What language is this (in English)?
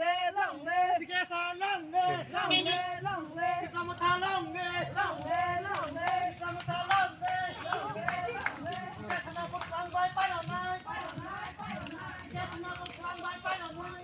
Kok Borok